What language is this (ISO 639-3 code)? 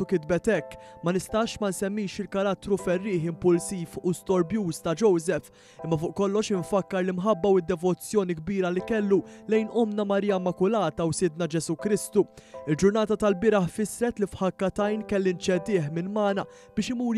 mlt